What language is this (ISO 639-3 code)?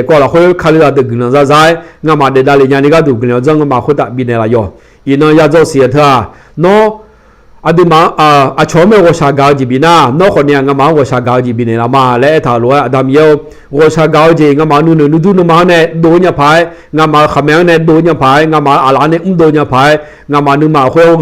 ahk